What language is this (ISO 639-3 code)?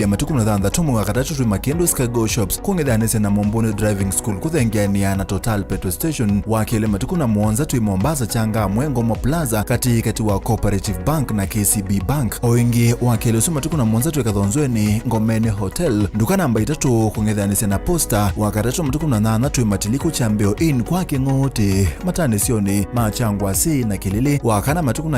kam